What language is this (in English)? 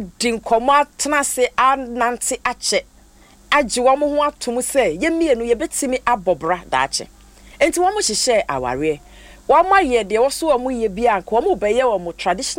Akan